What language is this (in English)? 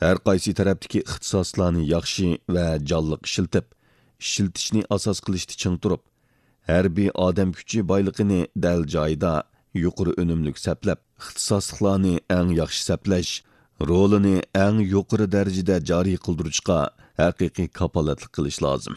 Uyghur